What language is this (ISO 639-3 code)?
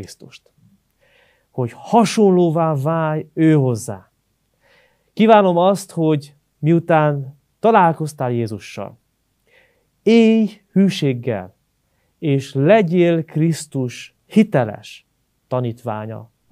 hun